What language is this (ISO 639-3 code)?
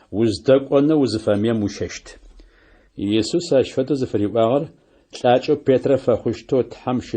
ady